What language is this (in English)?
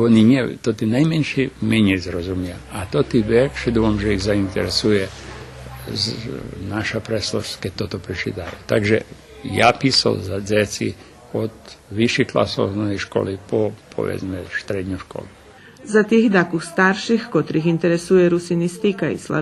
Rusyn